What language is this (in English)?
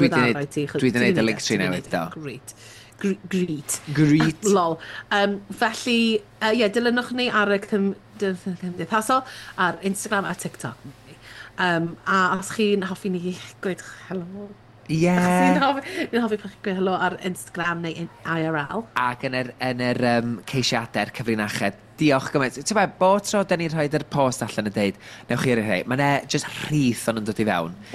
Welsh